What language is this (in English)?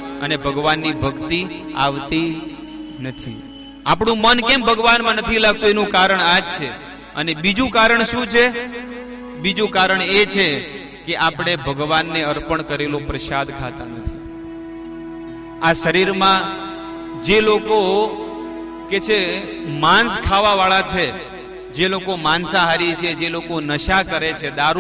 Gujarati